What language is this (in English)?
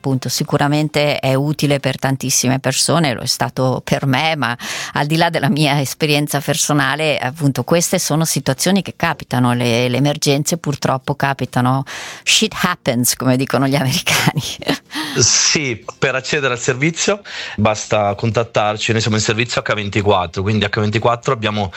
Italian